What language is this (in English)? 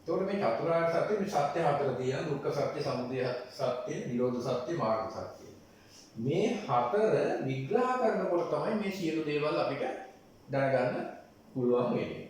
Sinhala